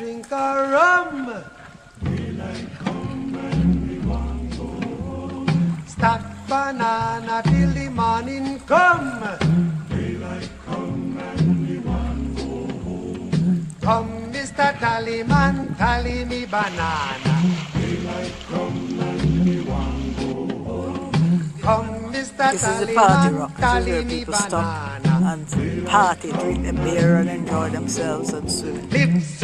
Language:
Jamaican Creole English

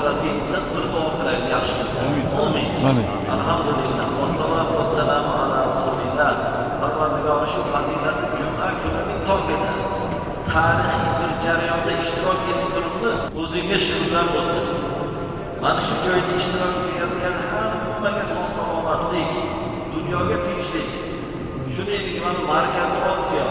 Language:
Uzbek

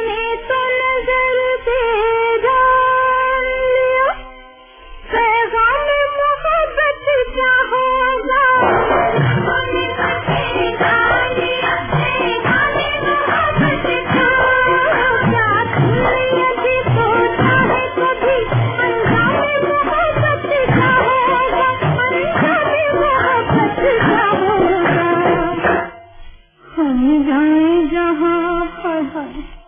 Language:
Hindi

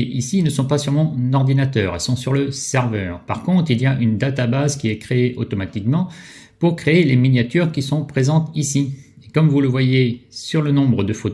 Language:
French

